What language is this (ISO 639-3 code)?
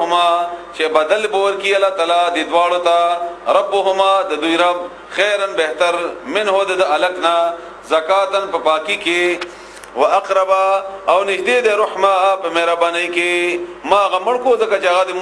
pus